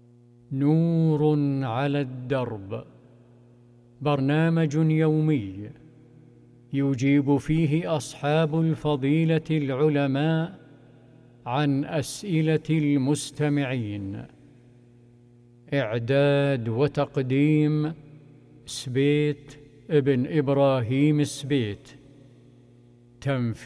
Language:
Arabic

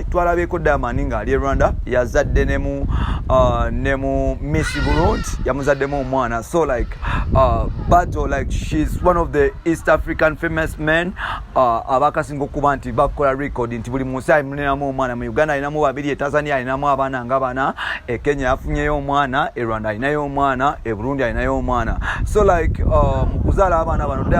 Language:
Ganda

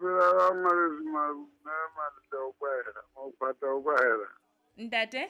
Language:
Southern Sotho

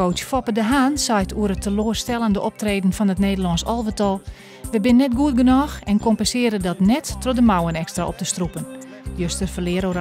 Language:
Western Frisian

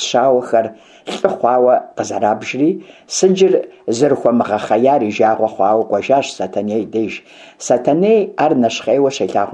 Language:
Kabardian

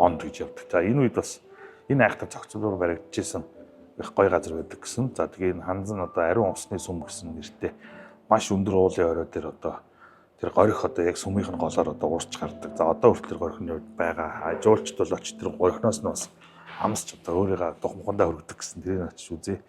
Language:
Mongolian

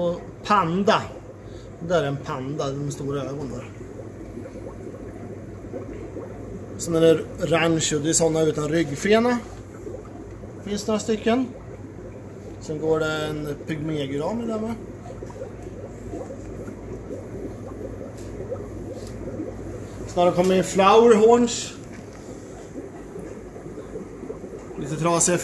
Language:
Swedish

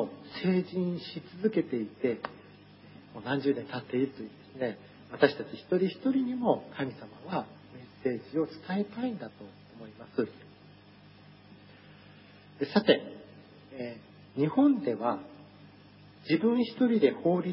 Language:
Japanese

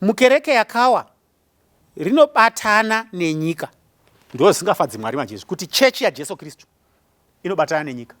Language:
Shona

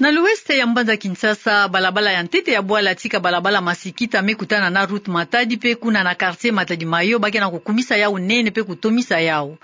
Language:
Kituba (Democratic Republic of Congo)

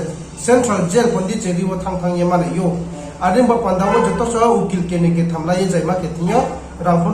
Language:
Riang (India)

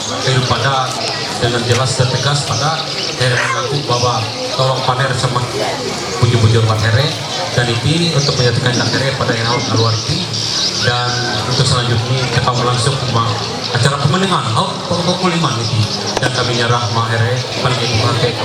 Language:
Ma'anyan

